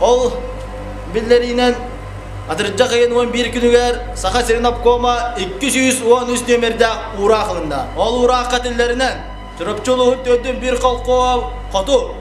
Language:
Yakut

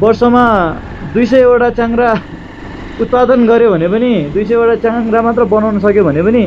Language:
Nepali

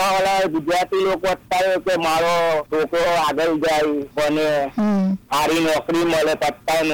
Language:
Gujarati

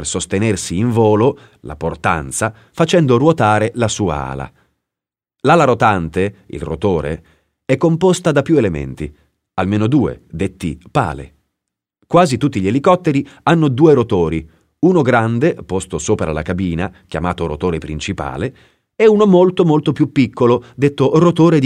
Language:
Italian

